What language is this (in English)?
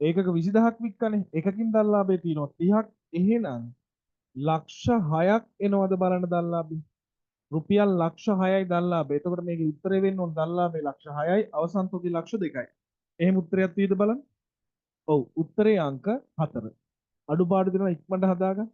Sinhala